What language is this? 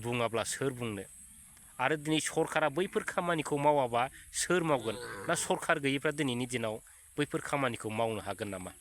Bodo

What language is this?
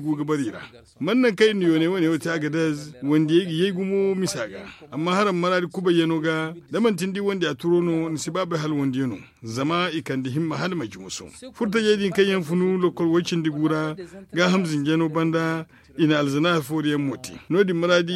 Zarma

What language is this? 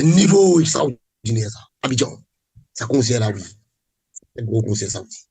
Morisyen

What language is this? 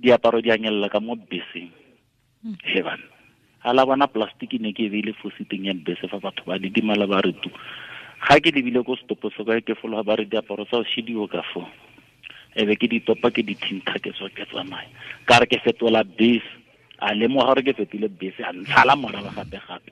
Tswana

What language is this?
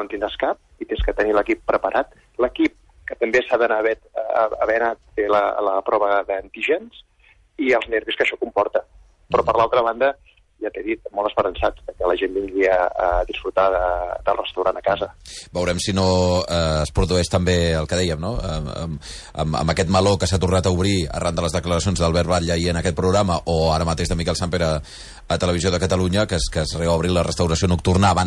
Catalan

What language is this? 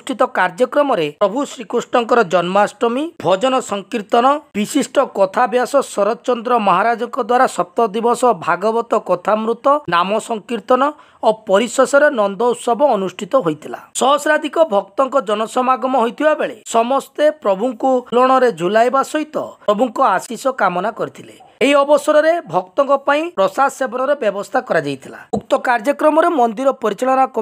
Odia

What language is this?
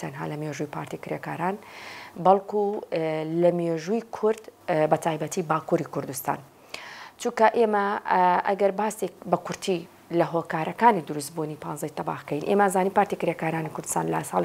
Central Kurdish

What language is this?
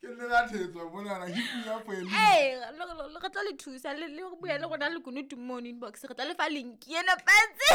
Southern Sotho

